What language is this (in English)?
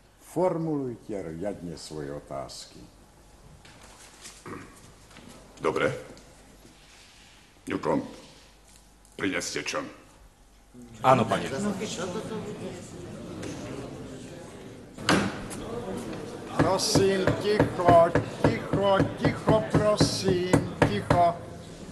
Slovak